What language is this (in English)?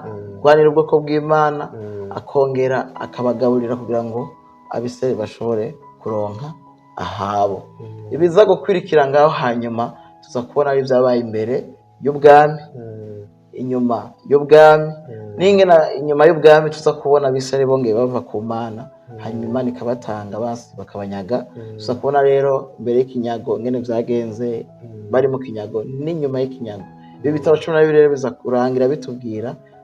Rundi